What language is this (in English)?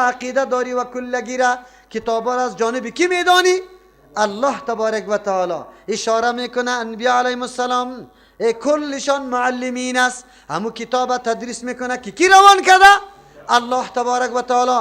Persian